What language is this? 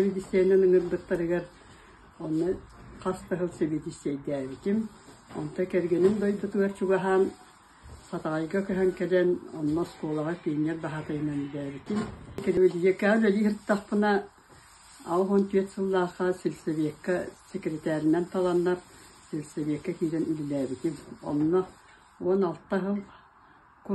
Yakut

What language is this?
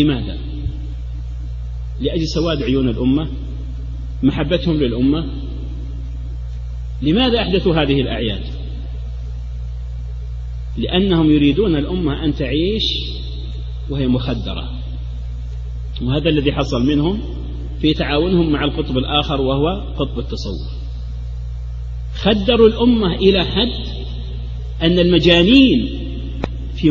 Arabic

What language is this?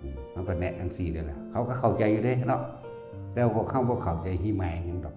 Northeastern Thai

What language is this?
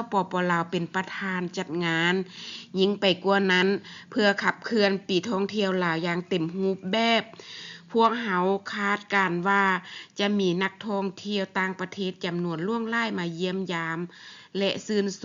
Lao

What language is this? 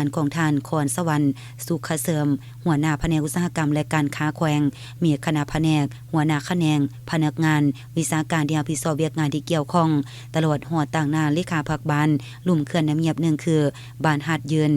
Lao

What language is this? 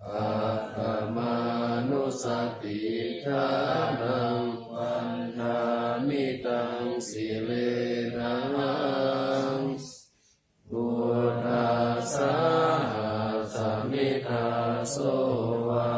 Pali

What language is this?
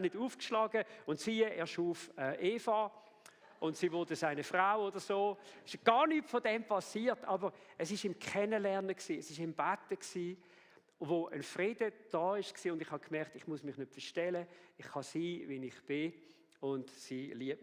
Swiss German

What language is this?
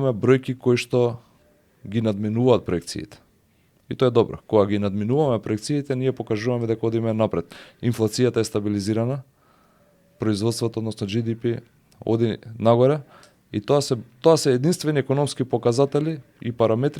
Macedonian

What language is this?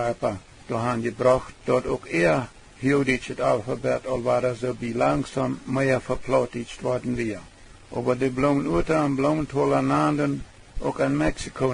Plautdietsch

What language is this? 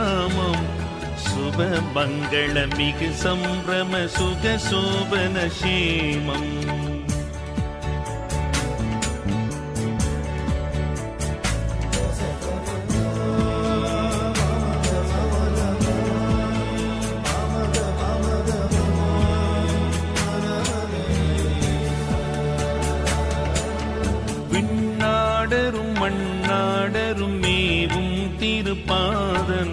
Tamil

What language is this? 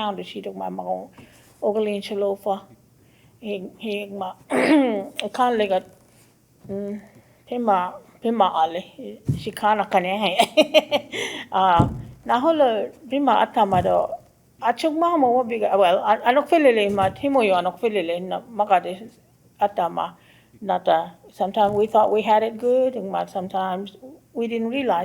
Choctaw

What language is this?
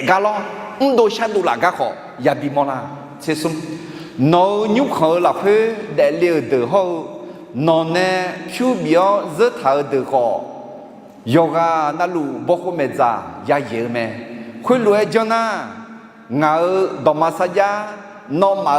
Akha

